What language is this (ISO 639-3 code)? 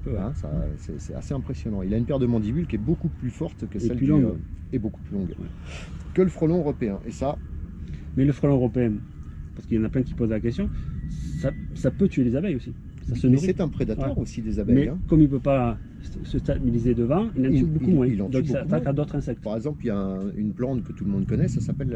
fra